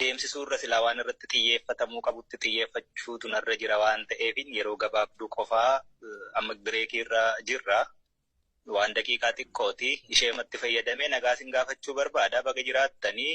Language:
Oromo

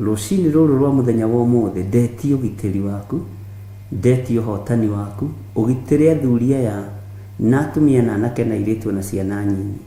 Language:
Kikuyu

